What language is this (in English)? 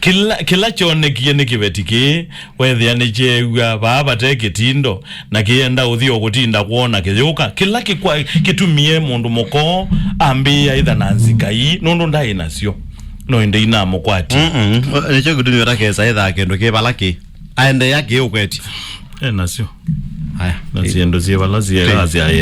Kamba